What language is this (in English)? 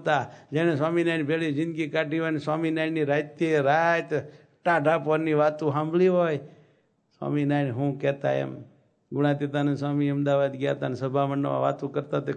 Gujarati